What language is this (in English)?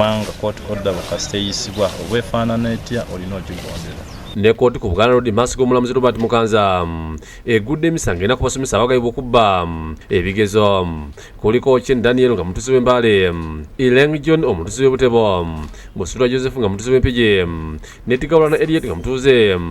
Ganda